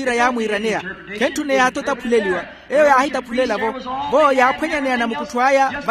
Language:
Makhuwa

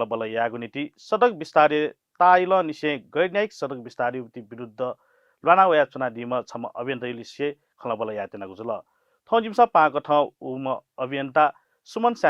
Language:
Newari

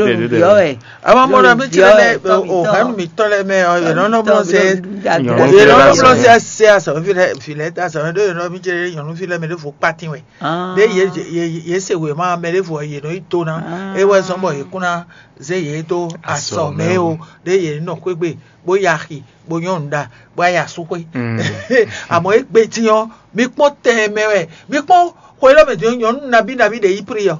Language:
Fon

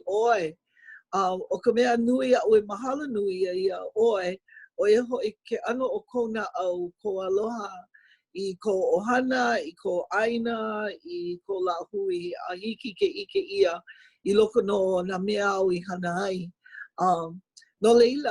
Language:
Hawaiian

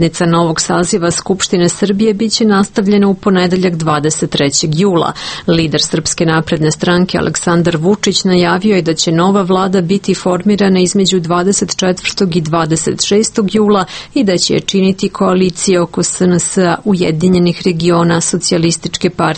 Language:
Serbian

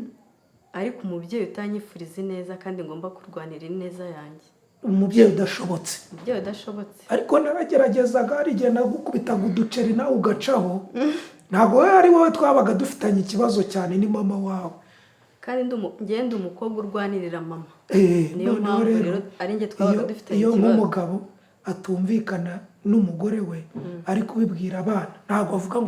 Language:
Kinyarwanda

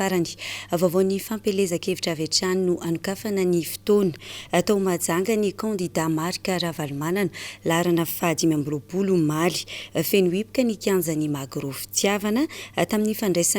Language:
Malagasy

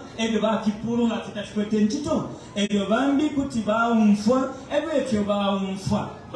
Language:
Bemba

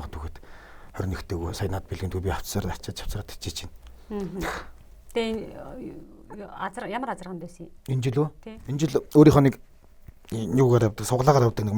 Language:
Mongolian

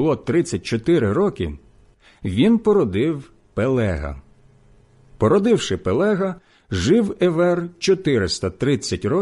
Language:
Ukrainian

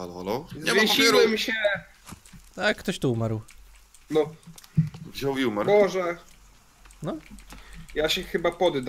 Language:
Polish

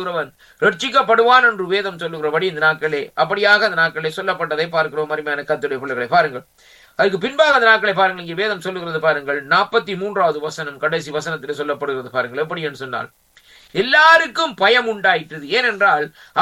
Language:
Tamil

